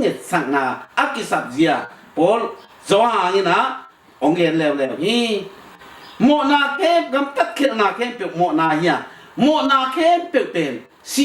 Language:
Tedim Chin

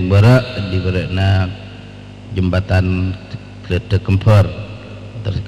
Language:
Madurese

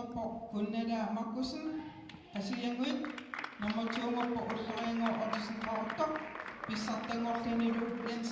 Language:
Kalaallisut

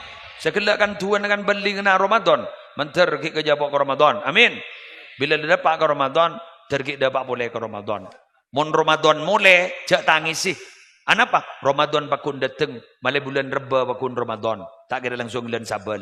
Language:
Madurese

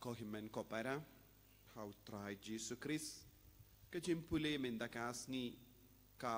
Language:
Khasi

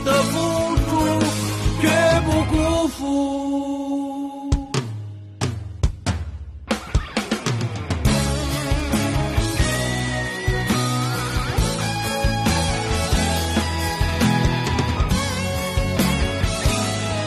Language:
Chinese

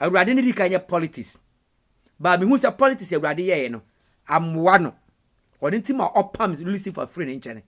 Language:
Akan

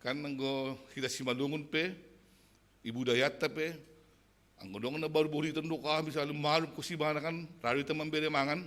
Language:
Batak Simalungun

